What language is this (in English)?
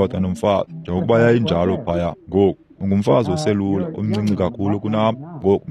Xhosa